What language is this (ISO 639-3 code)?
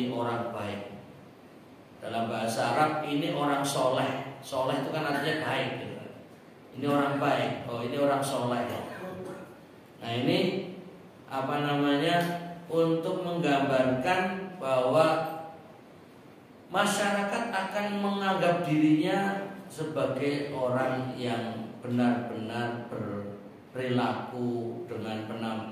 ind